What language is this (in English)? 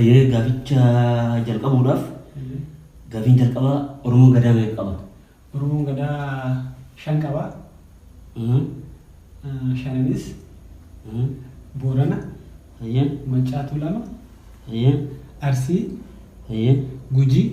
Oromo